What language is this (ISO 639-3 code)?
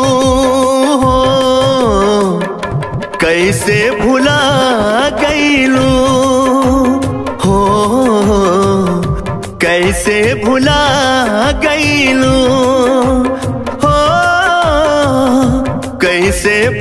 bho